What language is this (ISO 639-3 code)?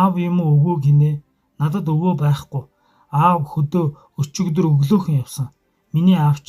mon